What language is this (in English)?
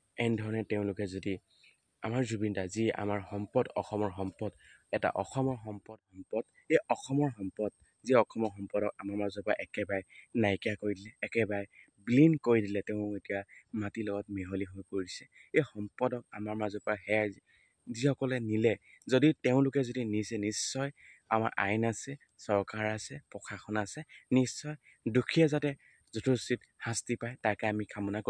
Assamese